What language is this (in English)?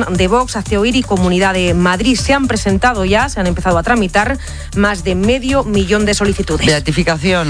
Spanish